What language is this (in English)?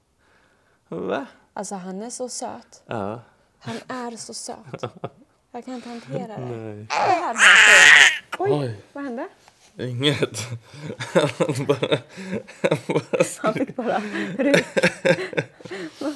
Swedish